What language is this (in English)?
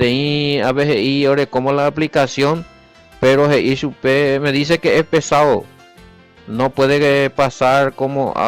Guarani